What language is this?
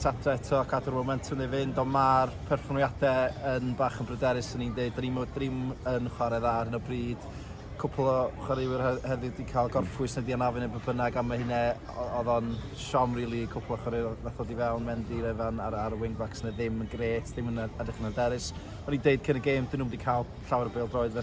Welsh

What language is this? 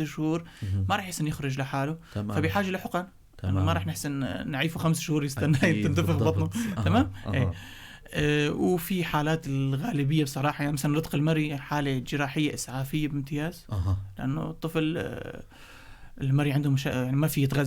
North Levantine Arabic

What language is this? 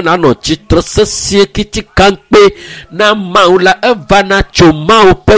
Ewe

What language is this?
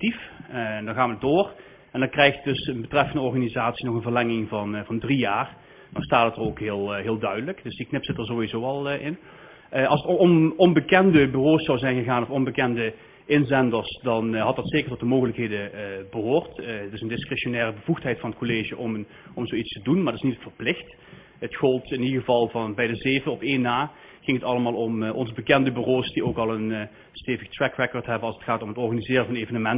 Dutch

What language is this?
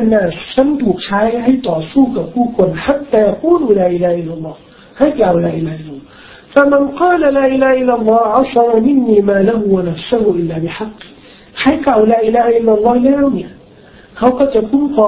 Thai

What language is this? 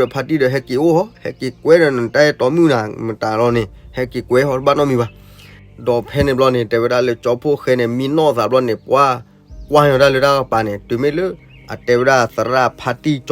S'gaw Karen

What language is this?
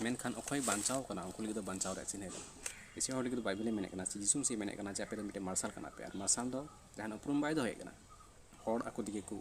Santali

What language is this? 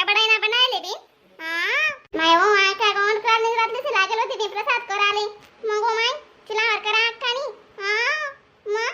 Khandesi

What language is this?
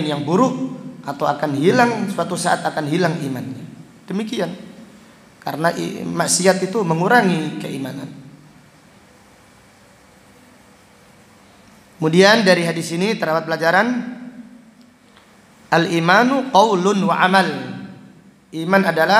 Indonesian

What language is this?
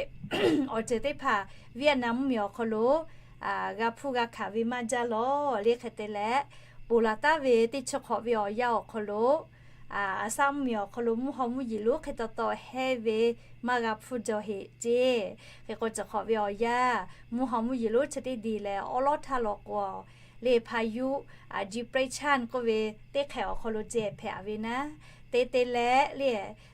Lahu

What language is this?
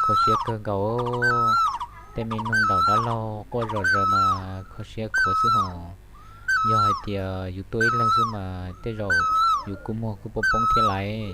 Hmong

